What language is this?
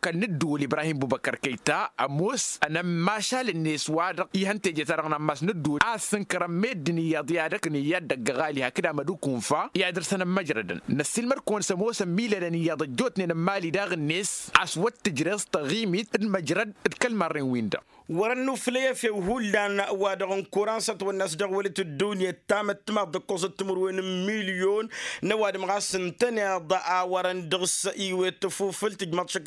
Tamasheq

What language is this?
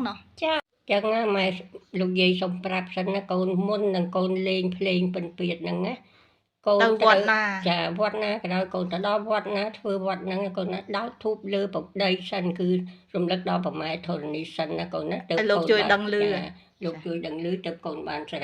Khmer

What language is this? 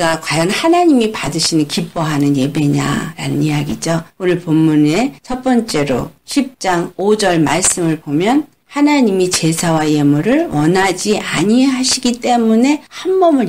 Korean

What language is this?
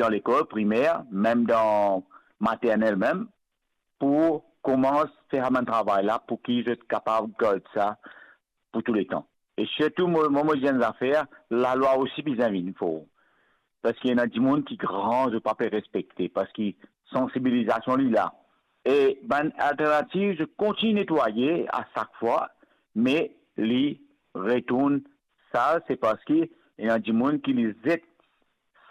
Morisyen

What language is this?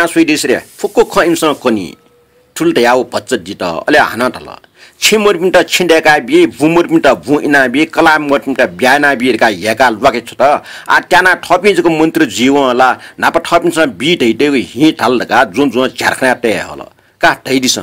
Newari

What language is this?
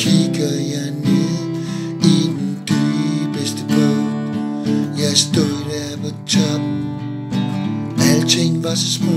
Danish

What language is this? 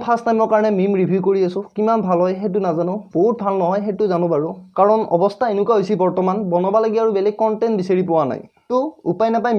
Assamese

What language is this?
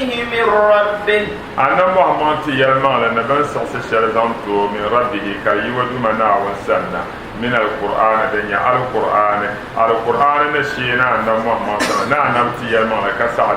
Dagbani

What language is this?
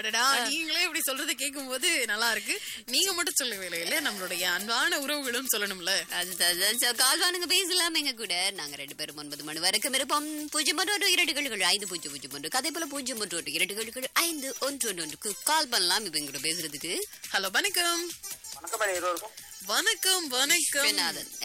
Tamil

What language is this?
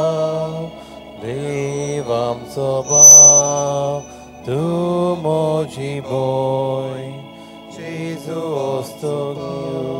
Konkani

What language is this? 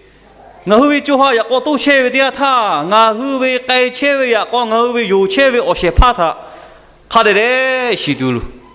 Lahu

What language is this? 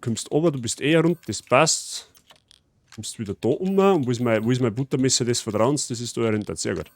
Bavarian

